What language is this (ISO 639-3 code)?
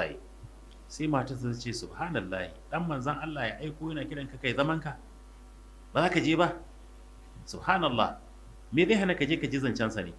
hau